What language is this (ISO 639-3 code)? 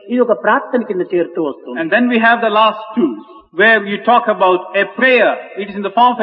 tel